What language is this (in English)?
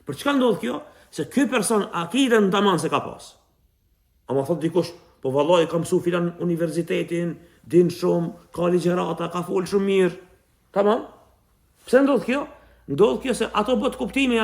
Albanian